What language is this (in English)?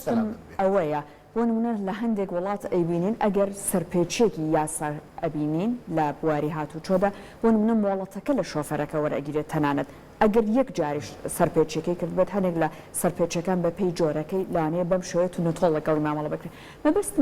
Central Kurdish